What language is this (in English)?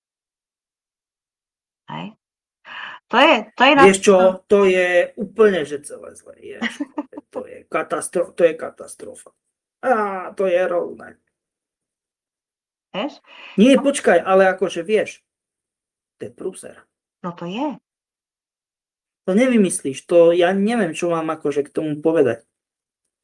Slovak